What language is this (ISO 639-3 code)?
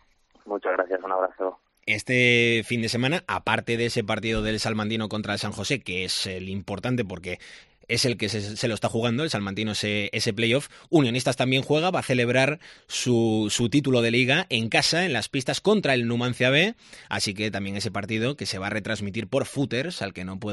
spa